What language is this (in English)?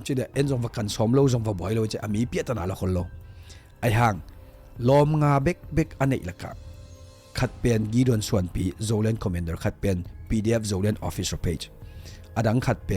Tedim Chin